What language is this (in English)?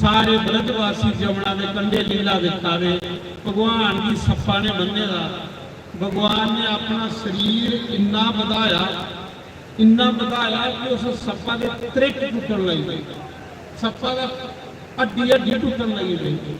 Dogri